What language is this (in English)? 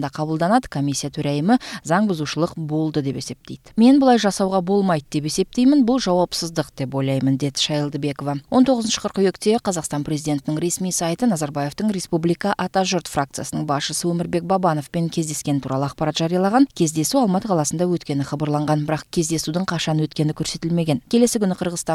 Kazakh